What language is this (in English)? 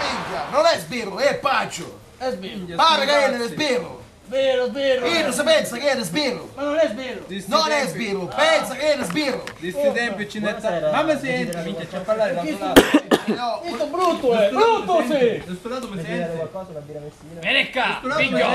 Sicilian